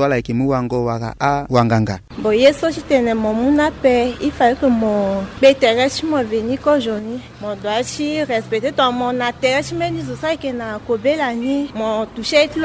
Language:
Sango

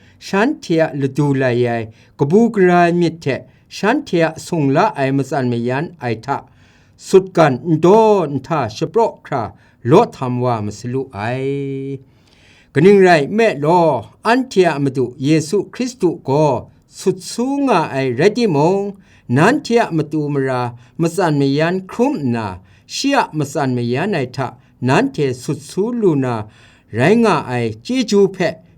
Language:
Kachin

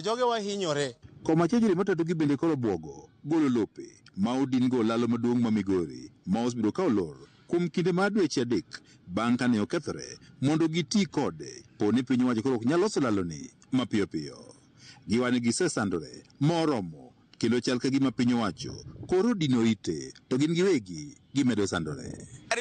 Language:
Luo (Kenya and Tanzania)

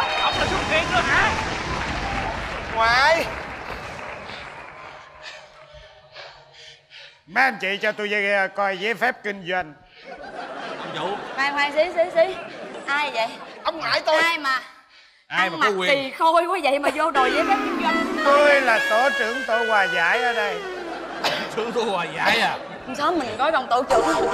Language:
Vietnamese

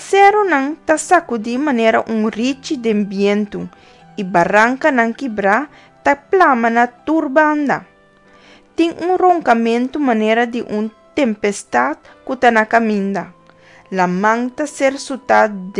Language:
Papiamento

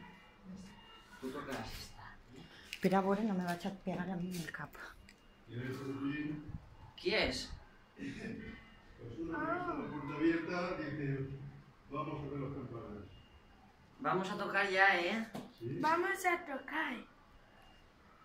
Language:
Catalan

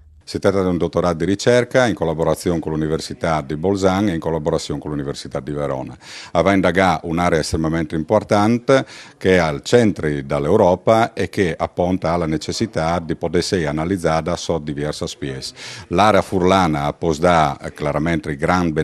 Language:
Friulian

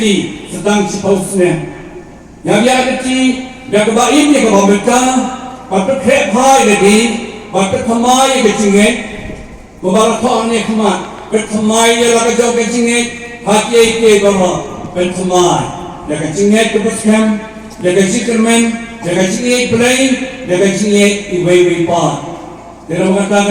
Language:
Khasi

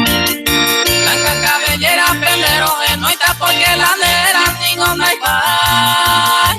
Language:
Guarani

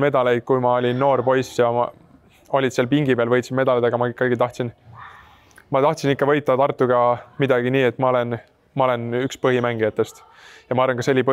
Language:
Estonian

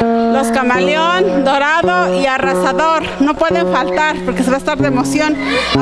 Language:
Spanish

